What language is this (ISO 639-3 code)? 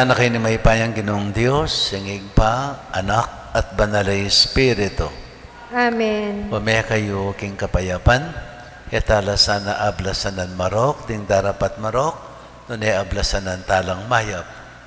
pam